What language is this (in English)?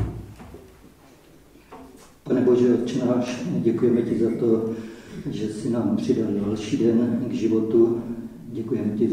Czech